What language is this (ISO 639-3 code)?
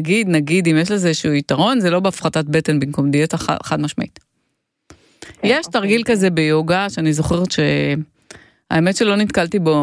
heb